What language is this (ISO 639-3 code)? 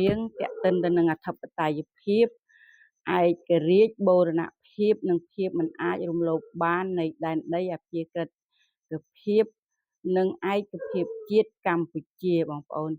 khm